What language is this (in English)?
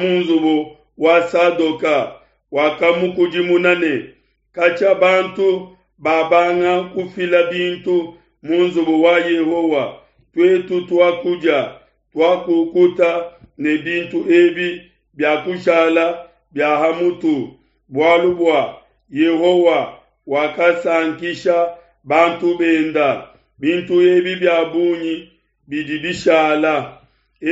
Luba-Lulua